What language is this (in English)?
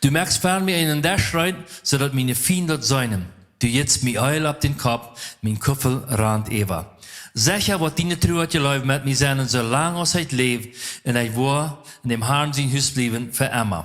Plautdietsch